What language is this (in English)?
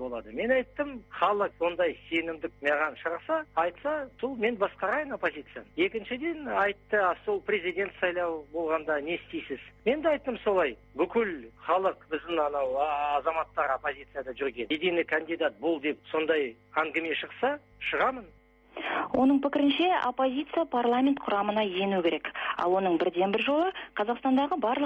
Kazakh